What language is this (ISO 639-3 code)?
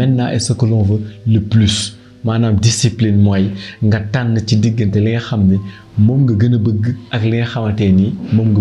wol